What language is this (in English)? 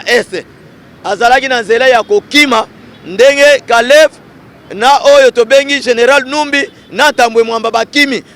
Lingala